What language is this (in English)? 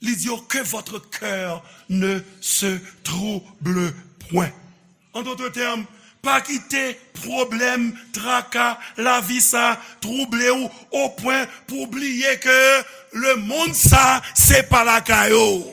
Haitian Creole